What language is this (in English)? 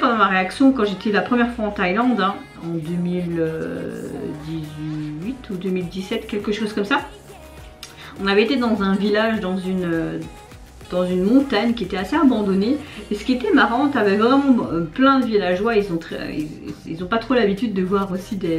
French